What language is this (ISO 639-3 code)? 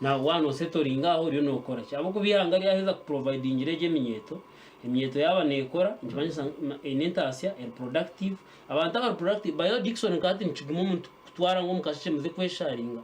nyn